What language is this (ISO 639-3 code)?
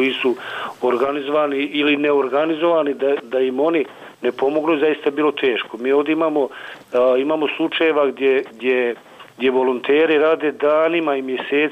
bos